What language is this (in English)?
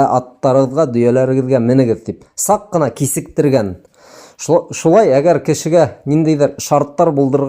Bashkir